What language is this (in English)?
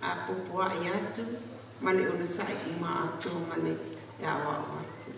Samoan